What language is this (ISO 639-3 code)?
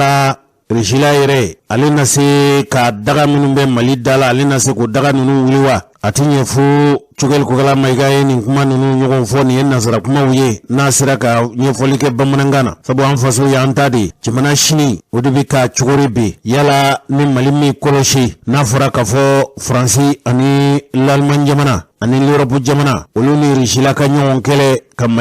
bam